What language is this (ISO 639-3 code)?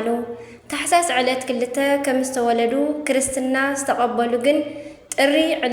tir